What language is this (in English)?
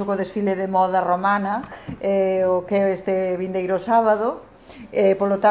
Galician